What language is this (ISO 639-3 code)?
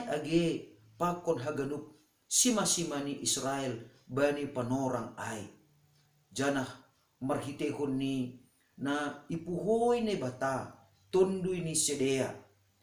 bts